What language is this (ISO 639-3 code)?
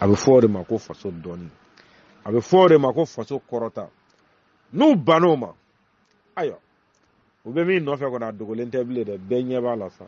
bam